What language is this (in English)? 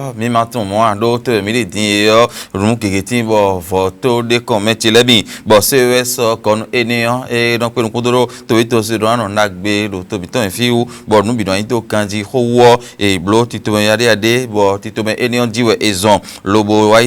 Fon